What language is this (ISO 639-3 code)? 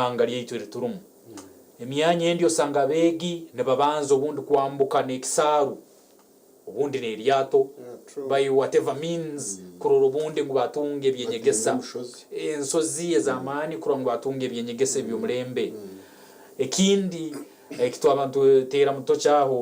nyn